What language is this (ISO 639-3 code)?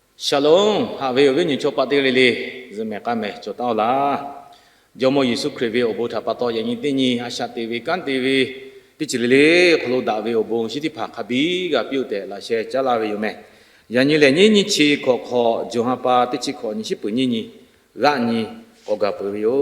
lhu